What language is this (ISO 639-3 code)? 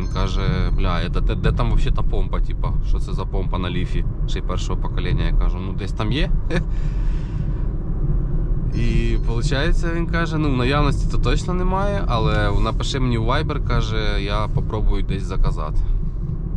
ukr